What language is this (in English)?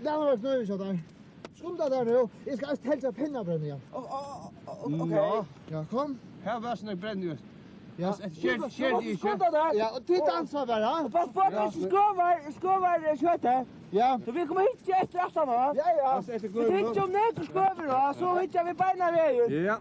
Faroese